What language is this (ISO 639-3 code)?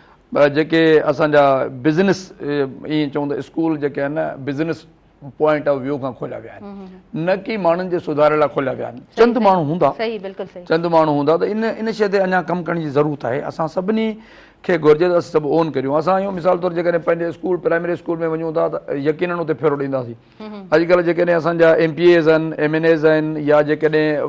snd